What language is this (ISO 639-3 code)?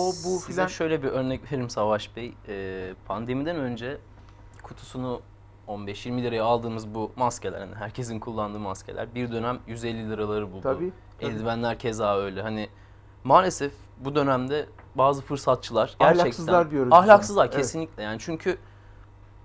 tur